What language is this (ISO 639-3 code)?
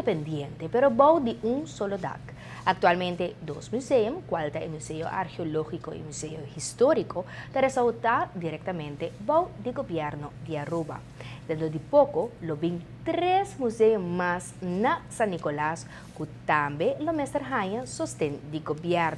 pap